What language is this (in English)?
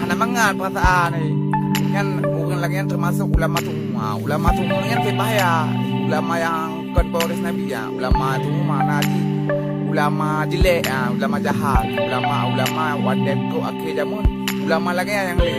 Achinese